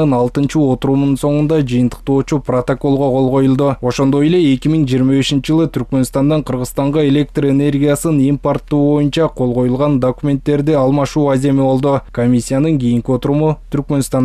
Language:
Kyrgyz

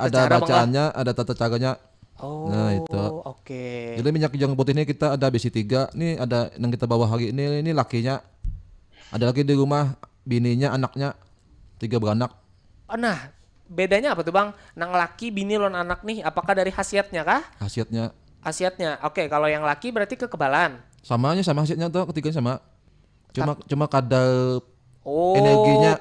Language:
Banjar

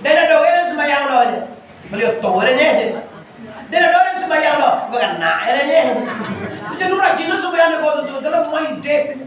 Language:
Minangkabau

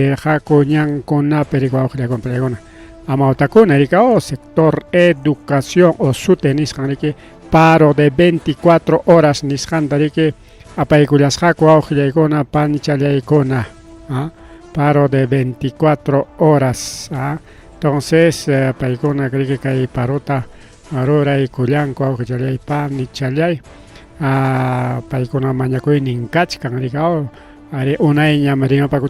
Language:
Ayacucho Quechua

